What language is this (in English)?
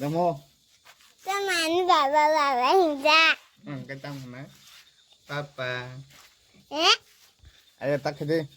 Kok Borok